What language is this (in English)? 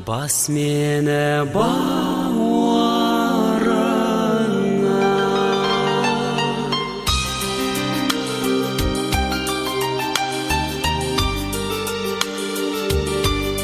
Kazakh